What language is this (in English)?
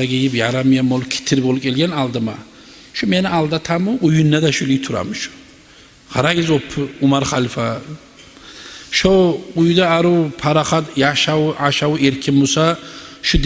Kumyk